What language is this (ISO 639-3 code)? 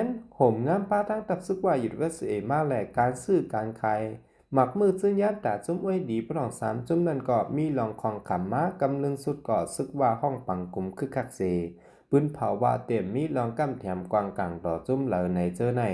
shn